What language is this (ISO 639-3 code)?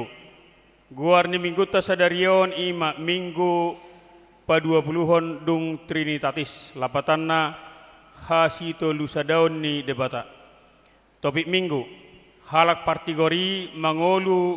bbc